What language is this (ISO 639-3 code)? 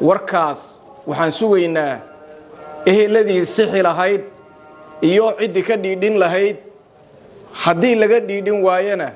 som